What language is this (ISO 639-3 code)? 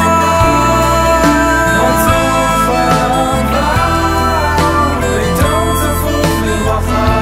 heb